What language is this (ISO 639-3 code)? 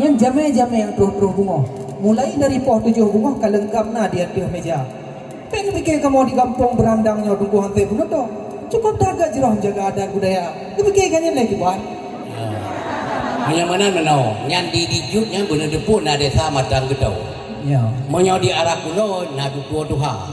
ace